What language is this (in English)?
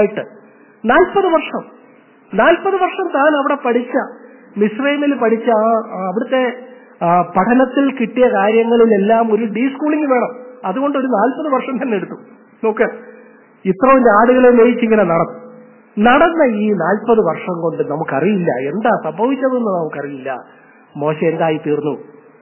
Malayalam